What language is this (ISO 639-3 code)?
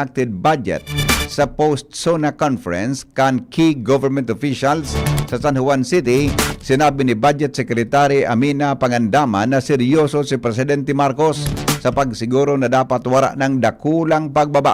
bik